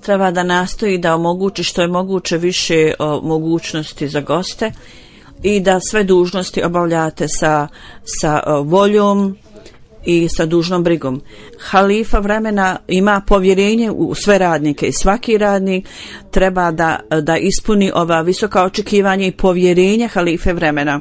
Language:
Bosnian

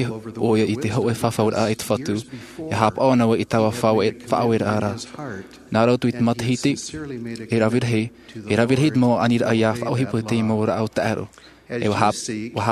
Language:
Tahitian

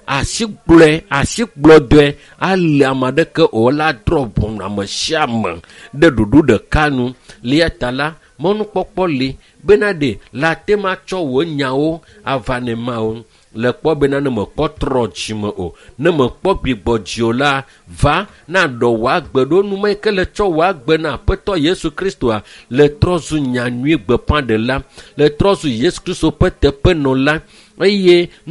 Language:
Ewe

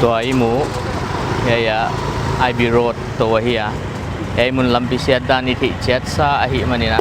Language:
Paite Chin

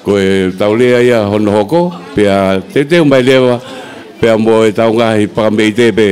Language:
Tongan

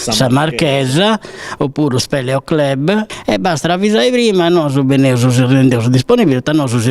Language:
Sardinian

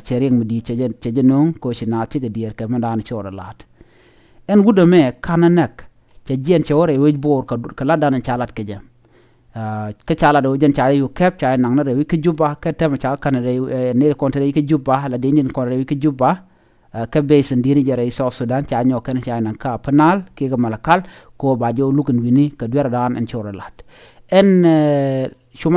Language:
Nuer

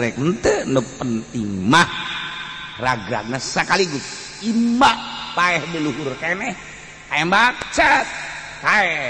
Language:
Sundanese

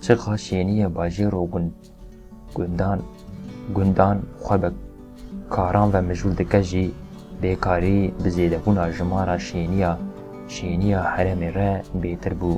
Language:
Kurdish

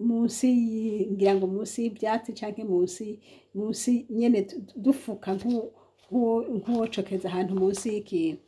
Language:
Rundi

